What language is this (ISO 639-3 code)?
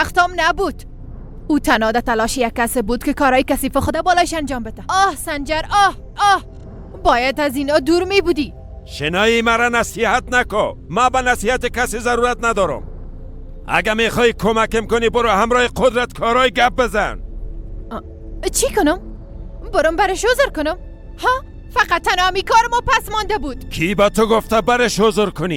fas